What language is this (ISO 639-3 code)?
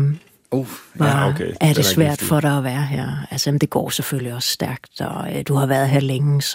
dan